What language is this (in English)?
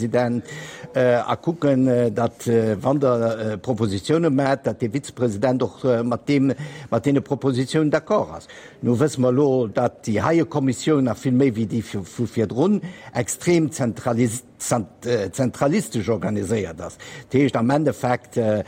Luxembourgish